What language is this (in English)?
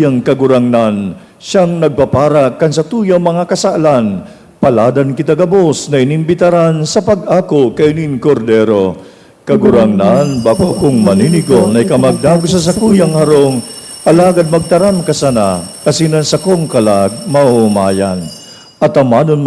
Bikol